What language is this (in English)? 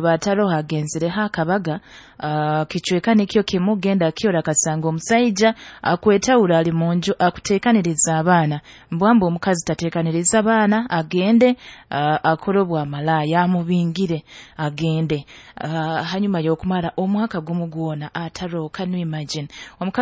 Nyoro